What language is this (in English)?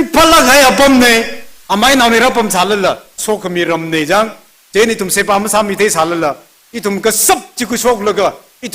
Tangkhul Naga (India)